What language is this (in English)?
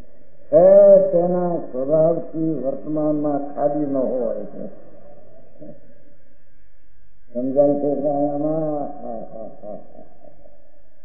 Gujarati